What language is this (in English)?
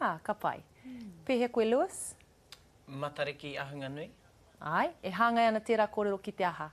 Māori